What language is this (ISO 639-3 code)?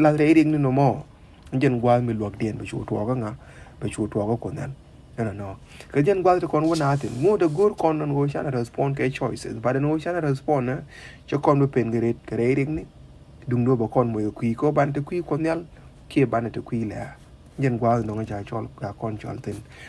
nus